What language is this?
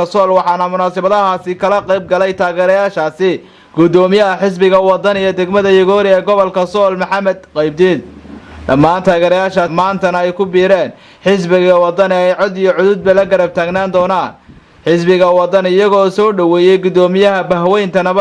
Somali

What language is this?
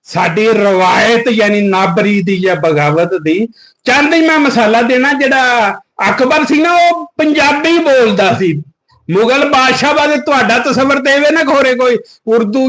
Western Panjabi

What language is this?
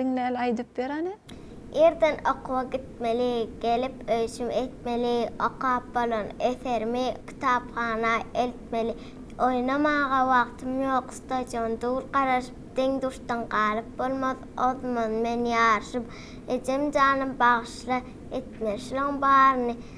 Turkmen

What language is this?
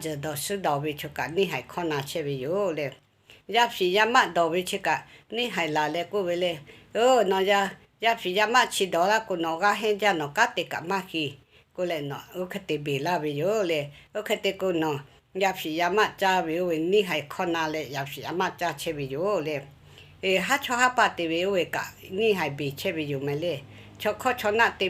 Lahu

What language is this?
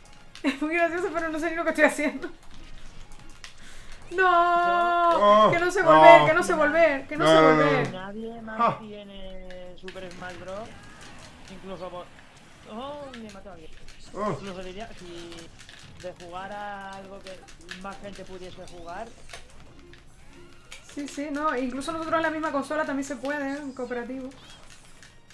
Spanish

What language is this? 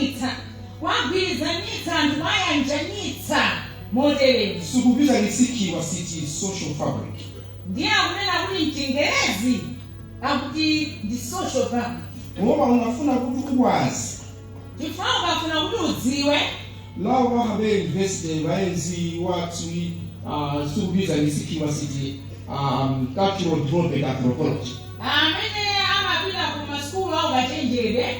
Nyanja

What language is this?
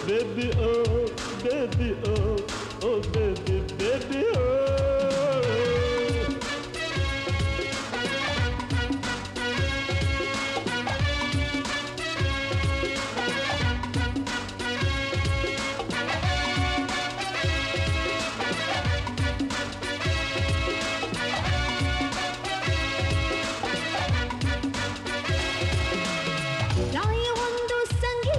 Kannada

